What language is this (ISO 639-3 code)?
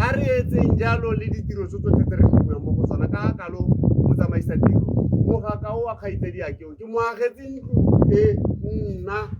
tsn